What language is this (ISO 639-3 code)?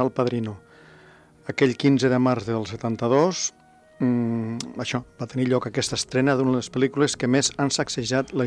cat